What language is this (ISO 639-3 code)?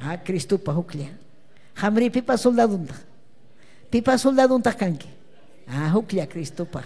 quy